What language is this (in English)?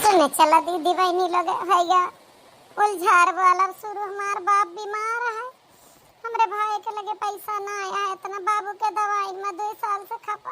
Awadhi